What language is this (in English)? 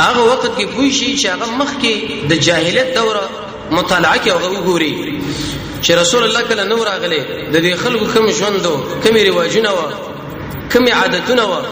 Pashto